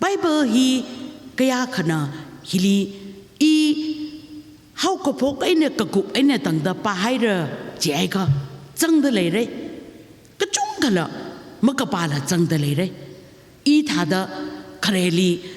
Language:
Tangkhul Naga (India)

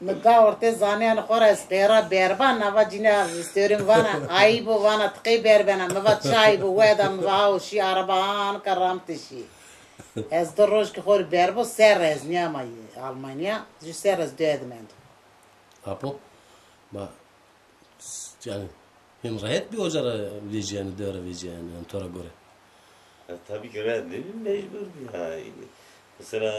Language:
Zaza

